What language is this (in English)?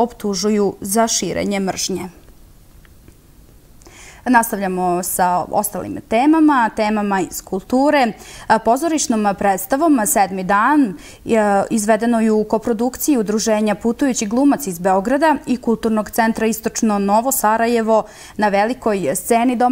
Serbian